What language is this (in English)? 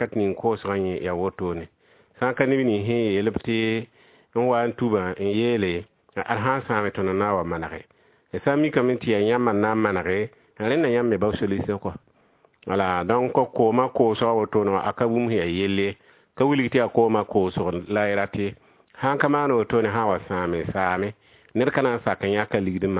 Mossi